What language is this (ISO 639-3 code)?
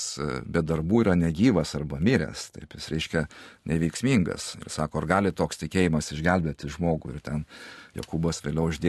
lit